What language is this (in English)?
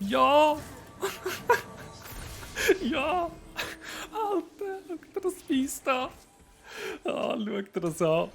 Swiss German